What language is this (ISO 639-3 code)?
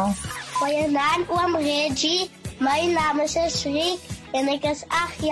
afr